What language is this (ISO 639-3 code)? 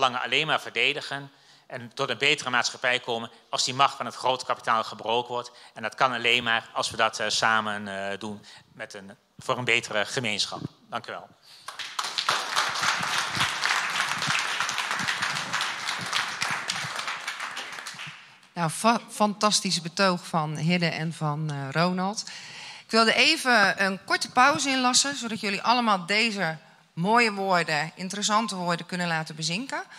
nld